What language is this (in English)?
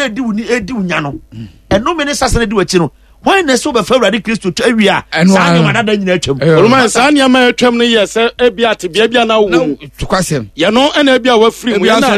Akan